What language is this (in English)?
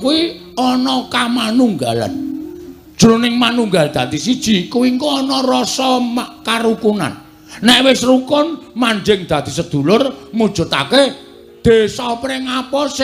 Javanese